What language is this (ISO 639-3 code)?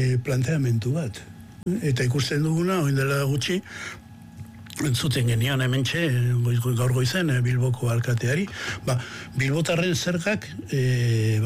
eus